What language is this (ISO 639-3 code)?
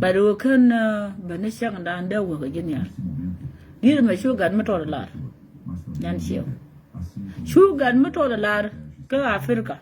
nus